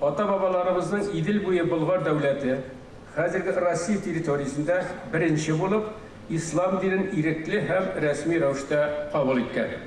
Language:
Tatar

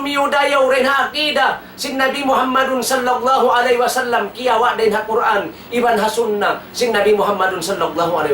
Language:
Tausug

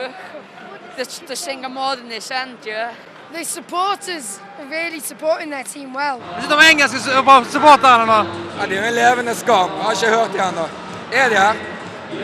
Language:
Norwegian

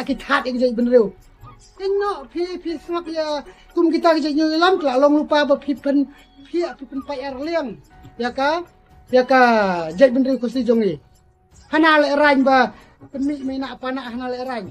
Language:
Khasi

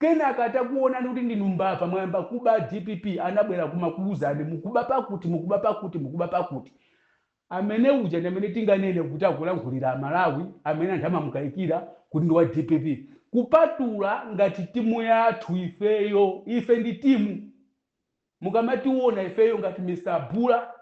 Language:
Nyanja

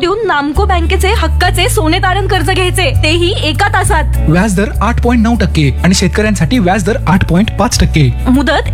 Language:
Marathi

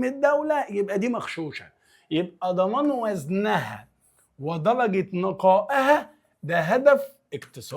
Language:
Egyptian Arabic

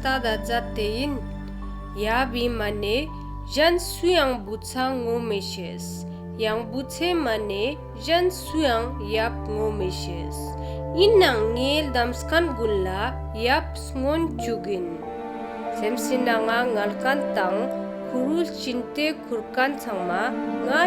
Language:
Ladakhi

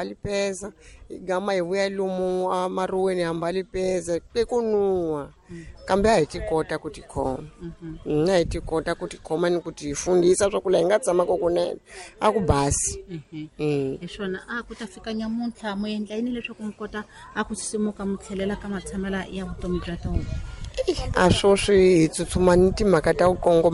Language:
Tsonga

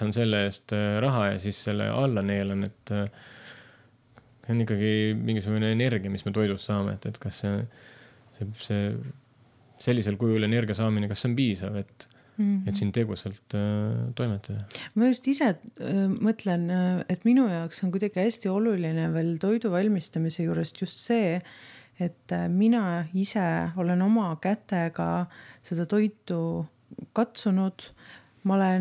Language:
Estonian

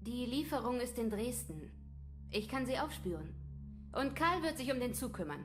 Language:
Bavarian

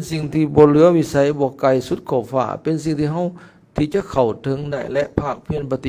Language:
Lao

